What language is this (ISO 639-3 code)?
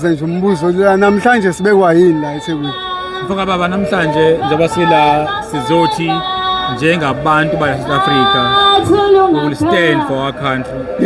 zul